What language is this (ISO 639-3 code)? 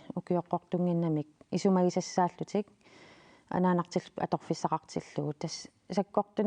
kal